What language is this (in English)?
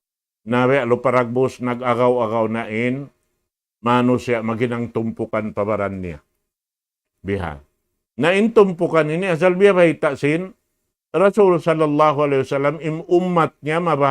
Tausug